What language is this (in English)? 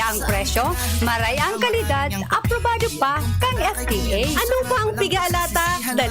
Bikol